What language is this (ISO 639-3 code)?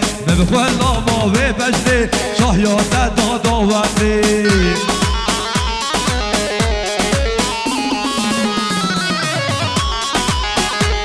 fas